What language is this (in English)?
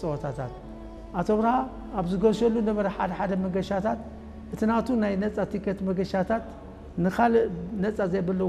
Tigrinya